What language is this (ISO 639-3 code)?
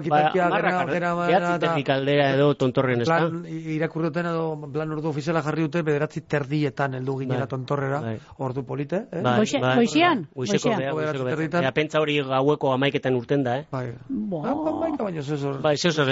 eus